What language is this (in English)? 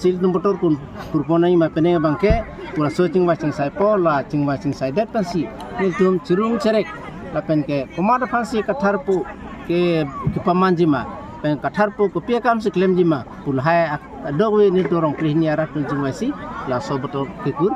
Karbi